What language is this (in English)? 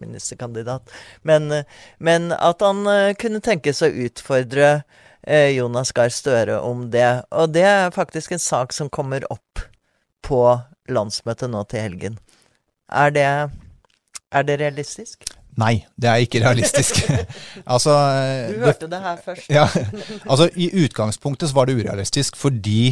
Norwegian